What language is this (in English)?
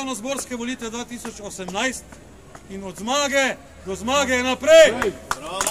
Slovenian